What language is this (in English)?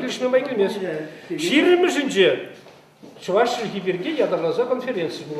Chuvash